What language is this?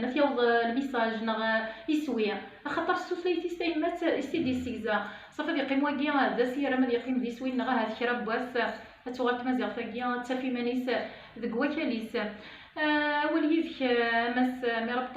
Kabyle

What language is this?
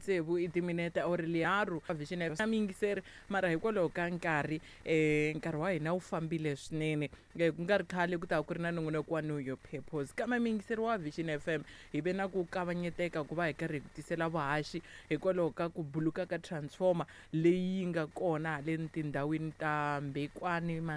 Tsonga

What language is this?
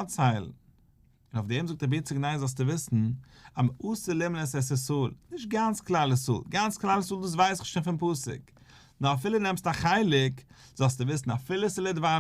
Yiddish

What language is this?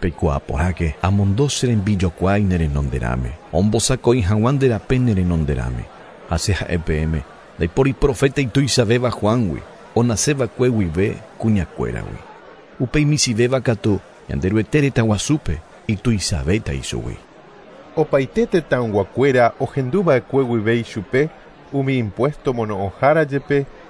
Guarani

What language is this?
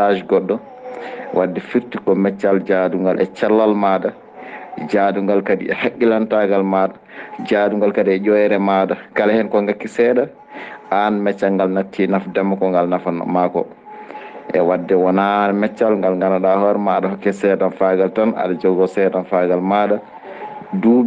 Fula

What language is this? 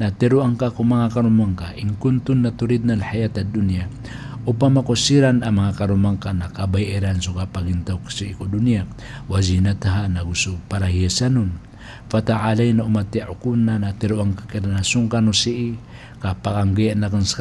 Maranao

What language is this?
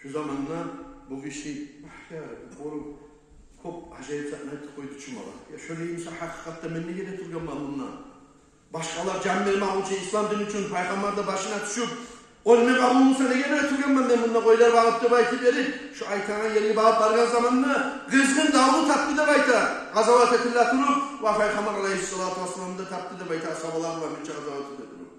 Kumyk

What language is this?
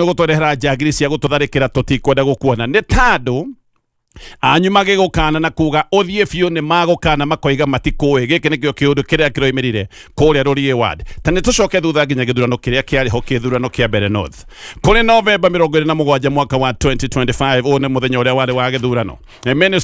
Kikuyu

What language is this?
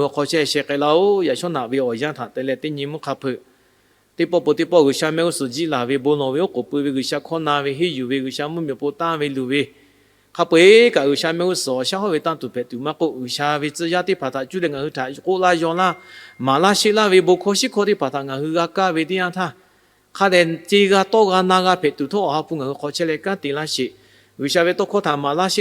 Lahu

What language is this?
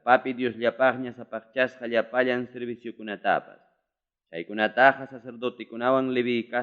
Ayacucho Quechua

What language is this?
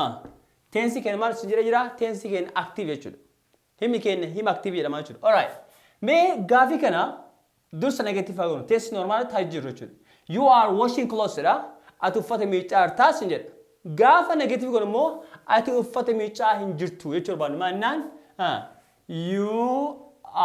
Oromo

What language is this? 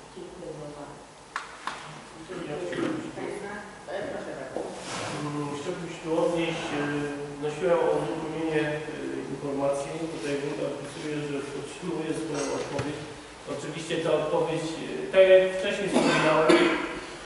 Polish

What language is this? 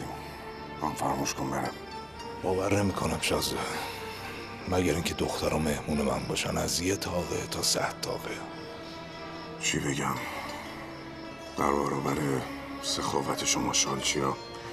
Persian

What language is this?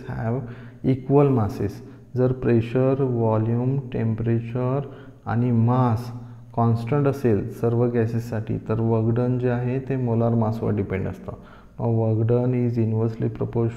Marathi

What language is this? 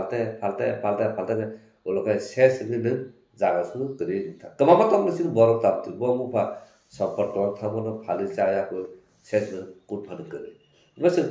Kok Borok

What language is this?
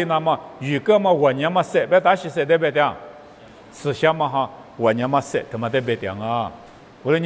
Lisu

